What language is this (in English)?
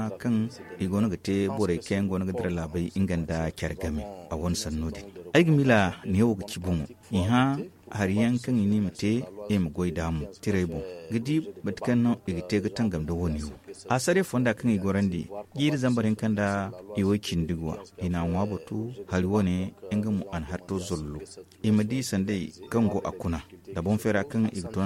Zarma